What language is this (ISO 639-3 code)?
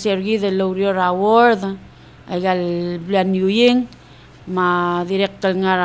pau